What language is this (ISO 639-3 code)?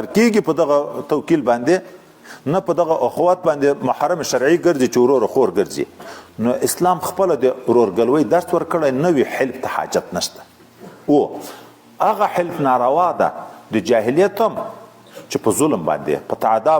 pus